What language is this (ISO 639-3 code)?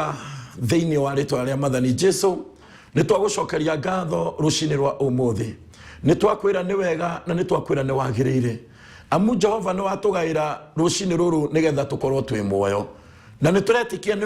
kik